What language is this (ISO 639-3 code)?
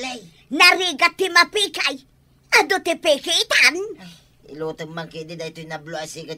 ilo